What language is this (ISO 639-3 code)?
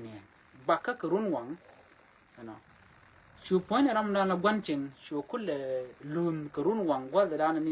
nus